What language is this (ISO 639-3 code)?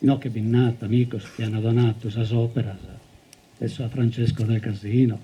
srd